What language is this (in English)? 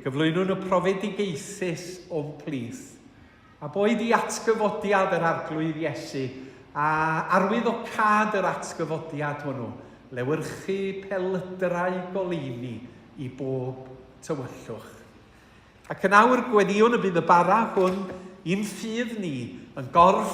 Welsh